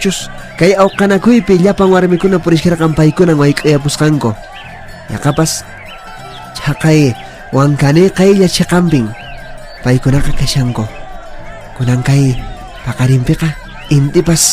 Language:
Quechua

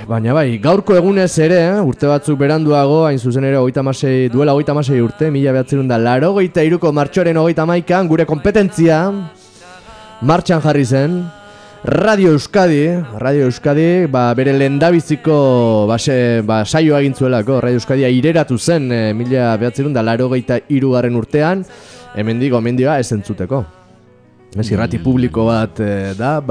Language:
Basque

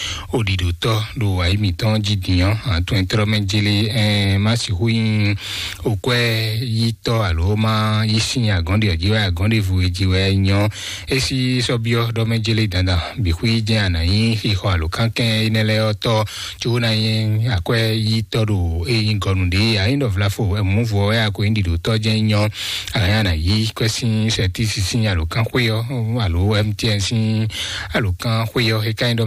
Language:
Fon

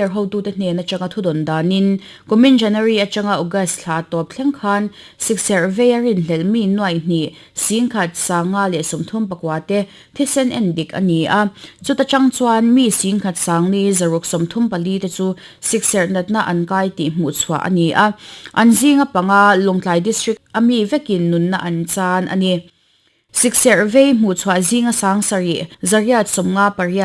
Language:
Mizo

